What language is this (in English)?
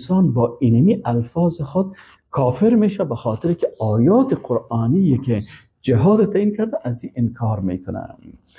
Persian